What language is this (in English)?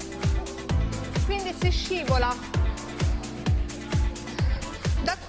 Italian